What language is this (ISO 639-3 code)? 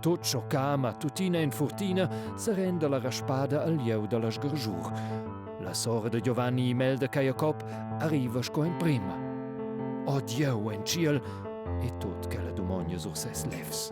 roh